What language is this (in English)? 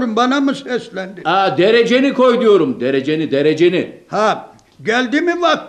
Turkish